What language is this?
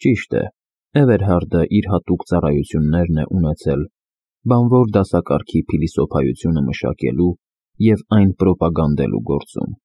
Armenian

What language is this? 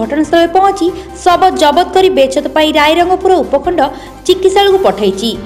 Odia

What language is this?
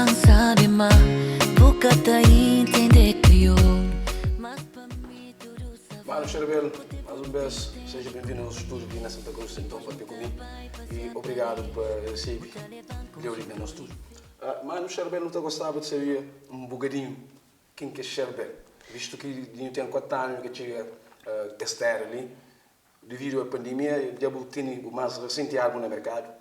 Kabuverdianu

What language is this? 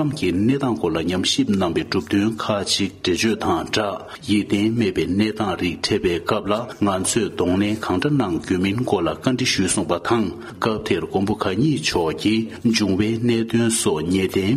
Tibetan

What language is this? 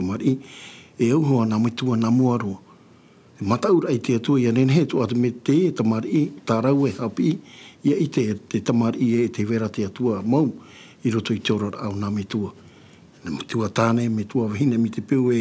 Tahitian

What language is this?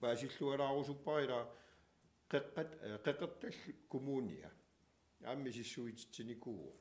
Kalaallisut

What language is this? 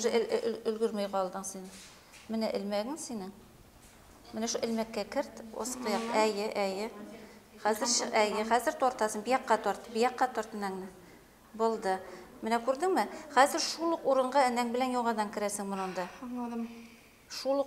Bashkir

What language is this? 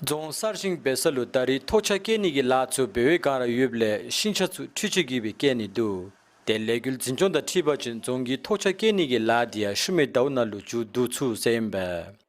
Dzongkha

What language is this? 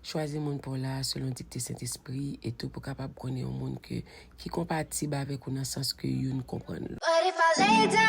Haitian Creole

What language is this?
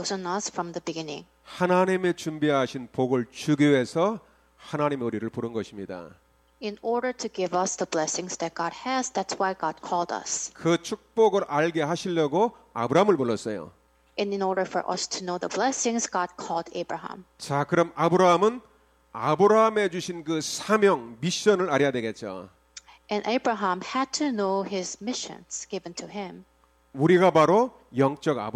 Korean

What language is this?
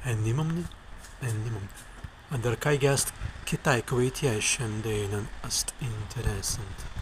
Prussian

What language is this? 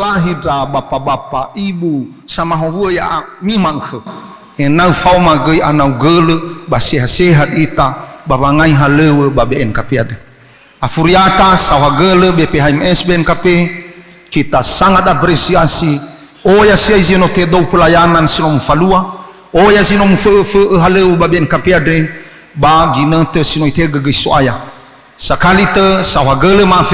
Nias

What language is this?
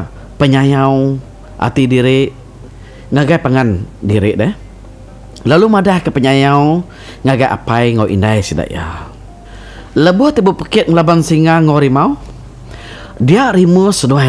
Iban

